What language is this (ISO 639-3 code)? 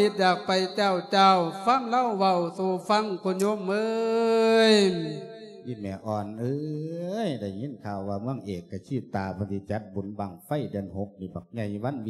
lao